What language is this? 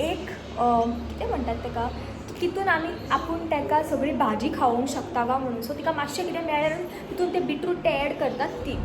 Konkani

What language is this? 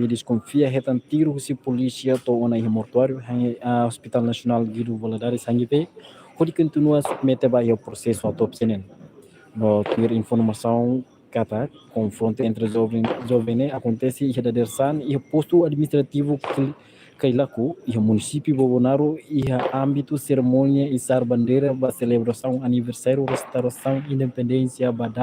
Tetum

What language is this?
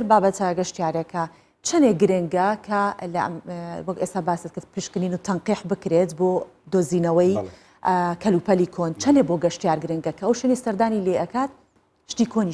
Central Kurdish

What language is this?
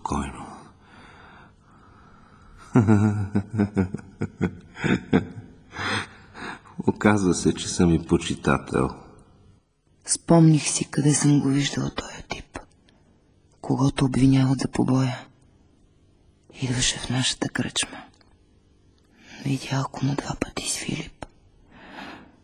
Bulgarian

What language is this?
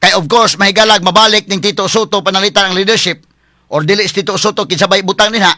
Cebuano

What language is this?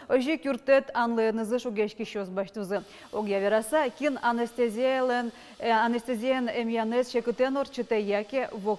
Udmurt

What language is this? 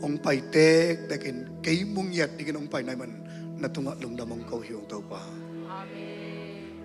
Tedim Chin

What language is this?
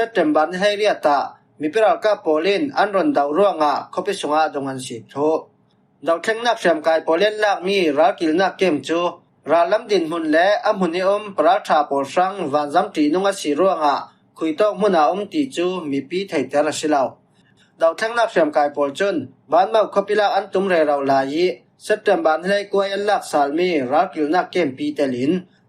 Falam Chin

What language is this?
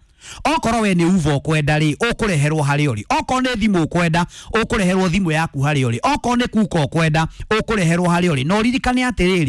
Kikuyu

